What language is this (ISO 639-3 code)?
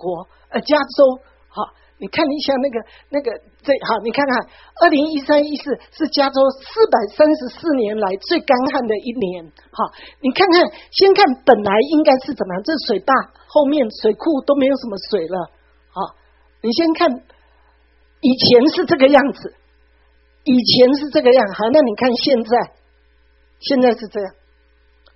zho